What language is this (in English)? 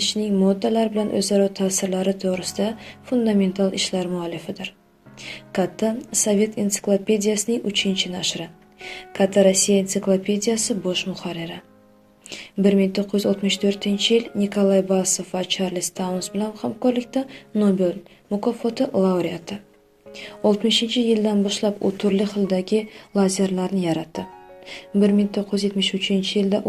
Uzbek